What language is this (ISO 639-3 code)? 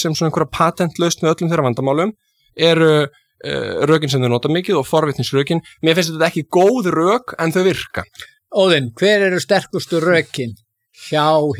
isl